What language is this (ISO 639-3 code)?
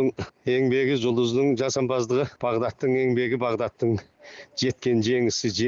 kaz